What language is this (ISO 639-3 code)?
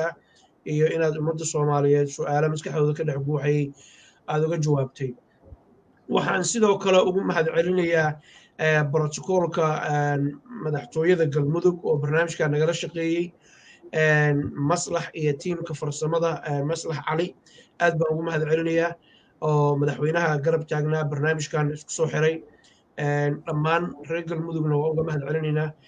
som